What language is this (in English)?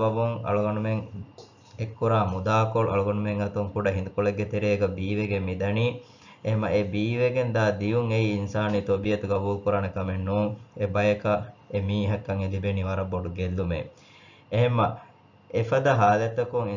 Divehi